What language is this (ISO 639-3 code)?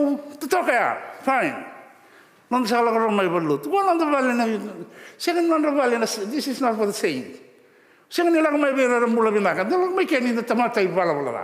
fij